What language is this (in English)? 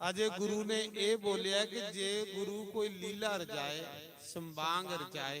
Dogri